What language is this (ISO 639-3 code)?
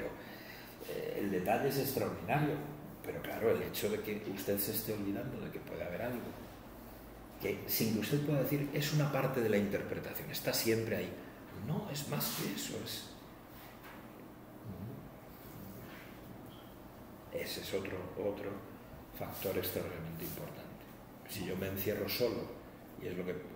spa